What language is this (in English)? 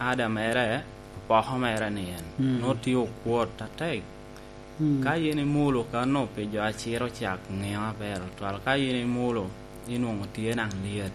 Lango (Uganda)